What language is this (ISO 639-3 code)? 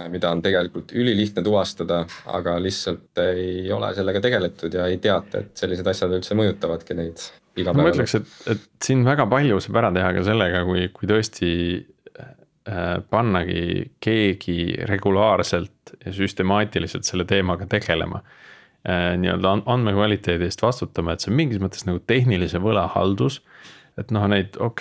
est